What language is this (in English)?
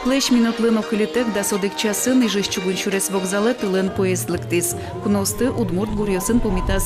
Udmurt